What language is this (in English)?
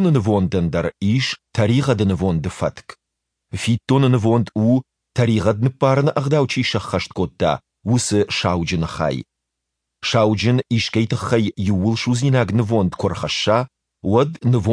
Ossetic